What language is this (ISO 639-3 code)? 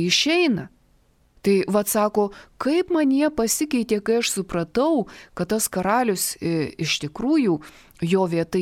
lit